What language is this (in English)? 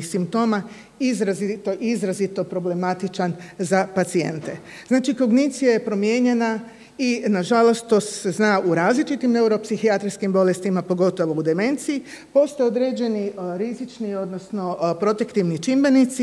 Croatian